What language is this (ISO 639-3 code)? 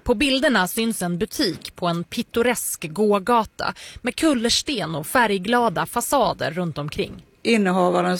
swe